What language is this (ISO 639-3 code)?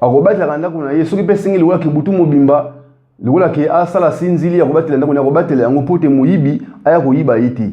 lin